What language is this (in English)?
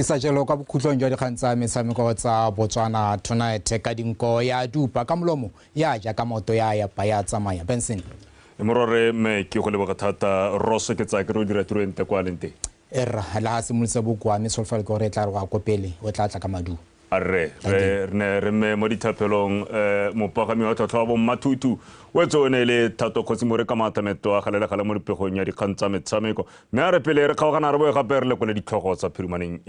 Tswana